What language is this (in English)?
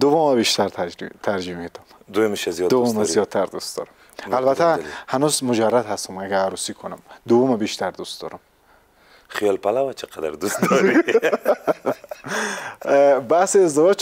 Persian